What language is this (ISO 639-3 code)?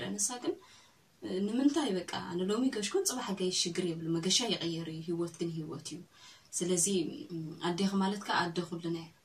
tir